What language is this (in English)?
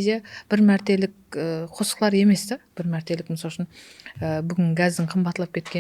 Kara-Kalpak